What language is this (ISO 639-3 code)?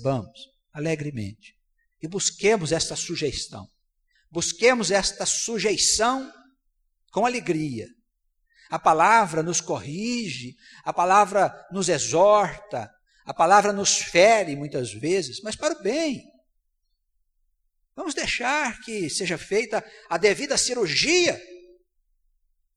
por